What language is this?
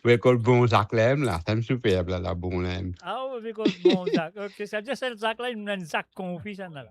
Morisyen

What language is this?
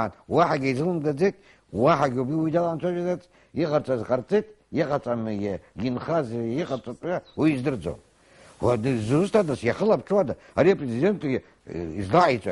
Abkhazian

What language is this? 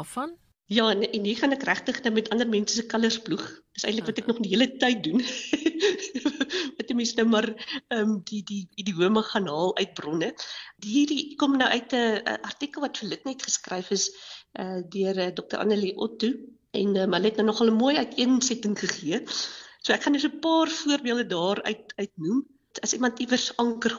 Afrikaans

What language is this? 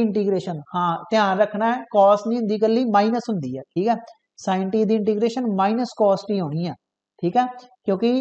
Punjabi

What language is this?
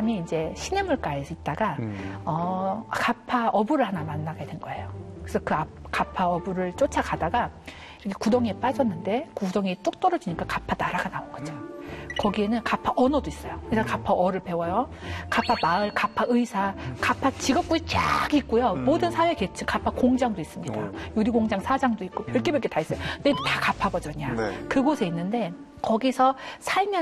Korean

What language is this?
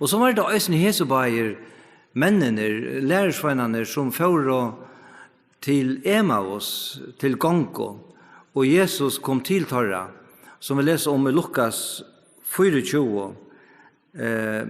Faroese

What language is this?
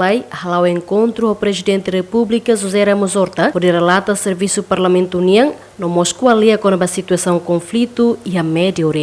Tetum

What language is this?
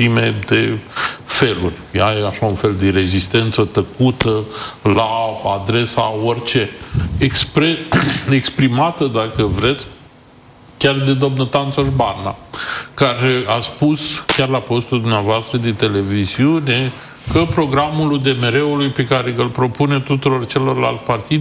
Romanian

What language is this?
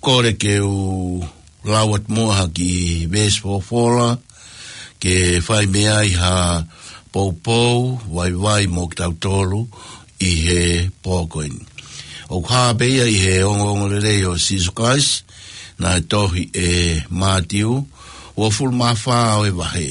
Tongan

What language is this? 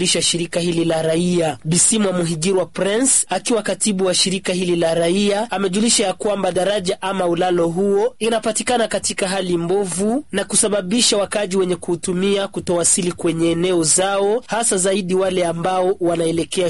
Swahili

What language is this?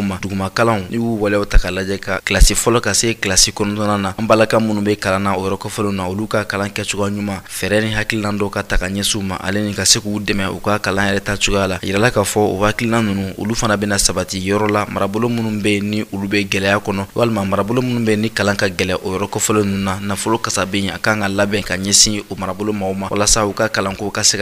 Bambara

